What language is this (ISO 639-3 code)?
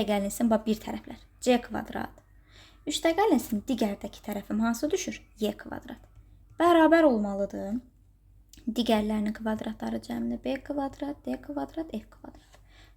aze